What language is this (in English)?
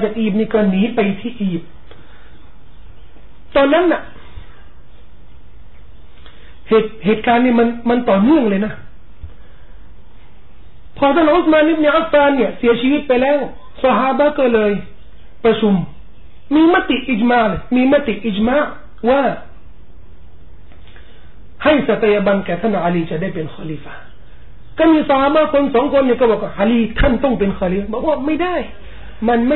Thai